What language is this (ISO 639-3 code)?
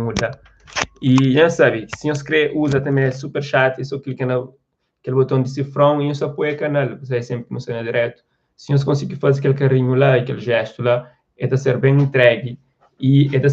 kea